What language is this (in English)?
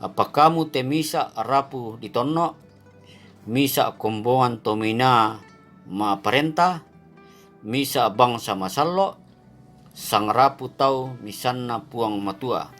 Toraja-Sa'dan